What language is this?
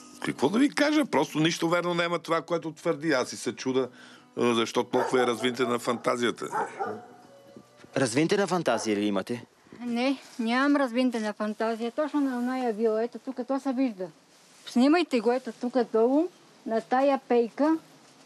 Bulgarian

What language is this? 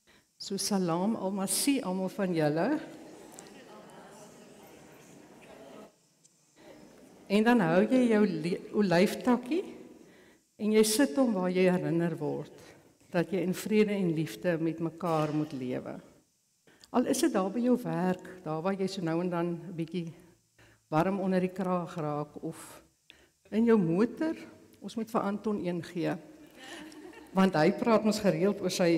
Afrikaans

